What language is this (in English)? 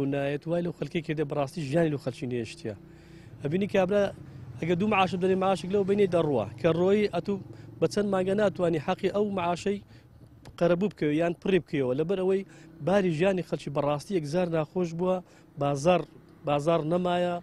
Central Kurdish